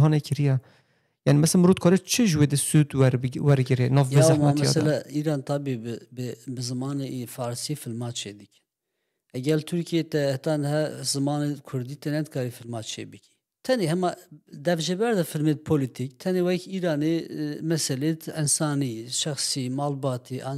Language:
Kurdish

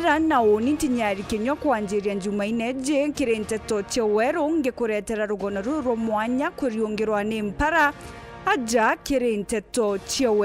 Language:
Meru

